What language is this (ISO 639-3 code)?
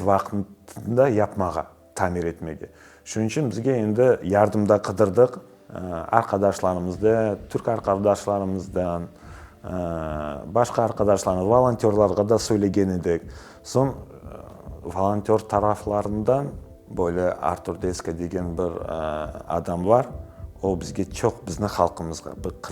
crh